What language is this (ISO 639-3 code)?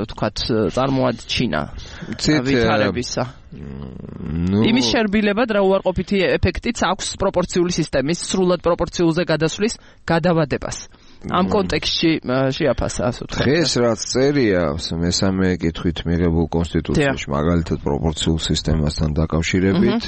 kat